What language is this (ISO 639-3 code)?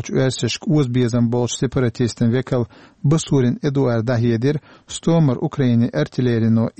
che